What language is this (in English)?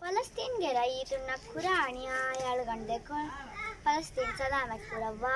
Divehi